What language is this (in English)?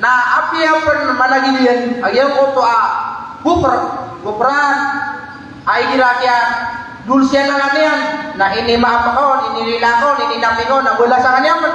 Maranao